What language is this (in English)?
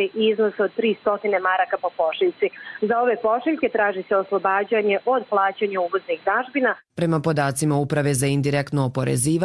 Croatian